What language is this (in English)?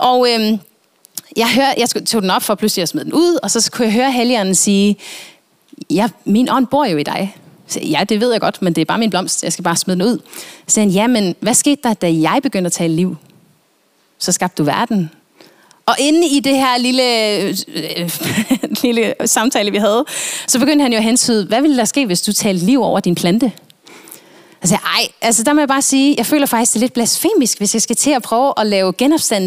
Danish